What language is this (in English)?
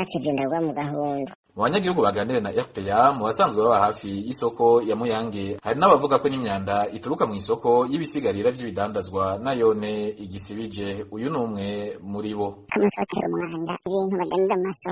Rundi